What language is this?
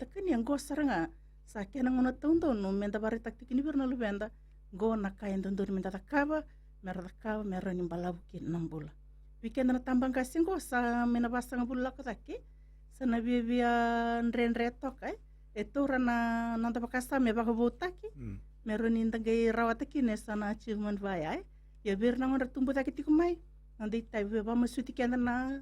Fijian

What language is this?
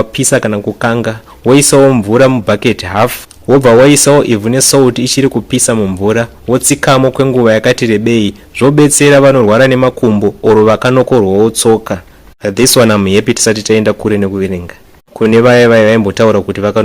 Shona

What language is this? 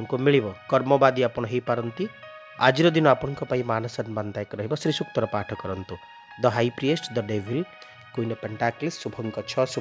Odia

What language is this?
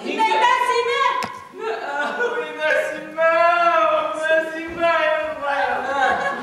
Bashkir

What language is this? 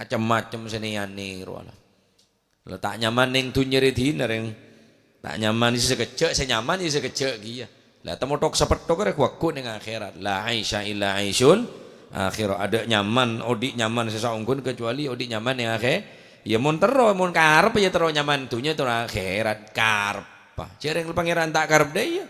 Madurese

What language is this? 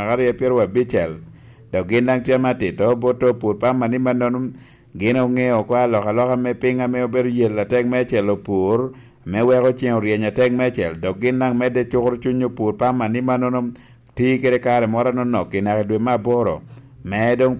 Lango (Uganda)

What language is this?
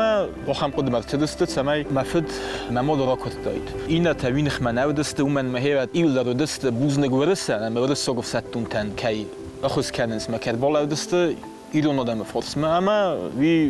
Ossetic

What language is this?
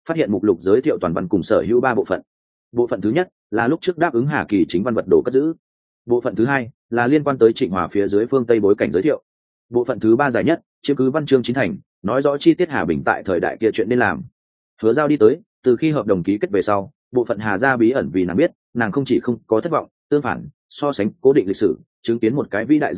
Vietnamese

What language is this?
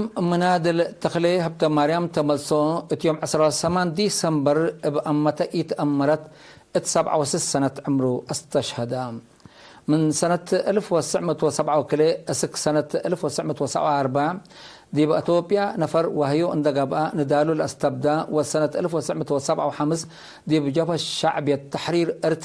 Tigre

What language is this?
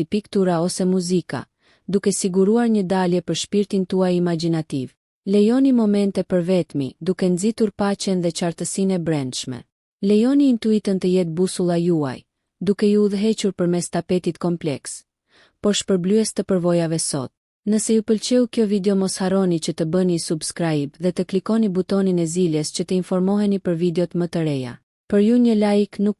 Albanian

